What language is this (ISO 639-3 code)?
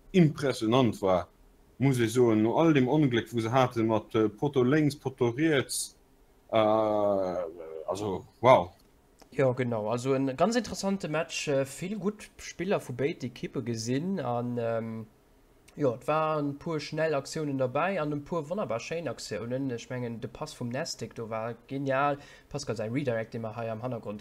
ltz